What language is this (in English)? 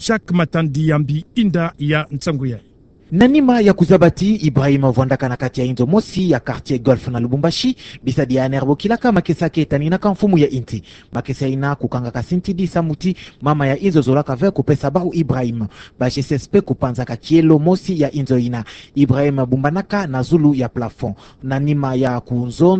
Kituba (Democratic Republic of Congo)